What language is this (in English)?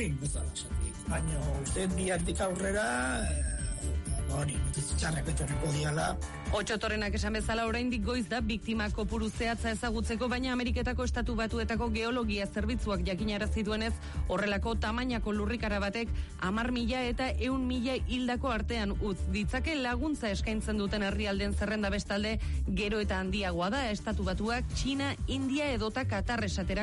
Basque